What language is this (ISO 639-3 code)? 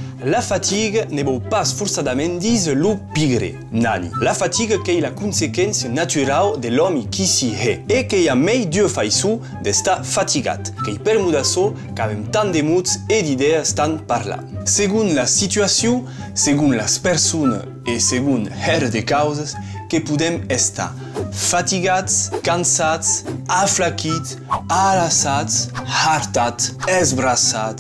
oci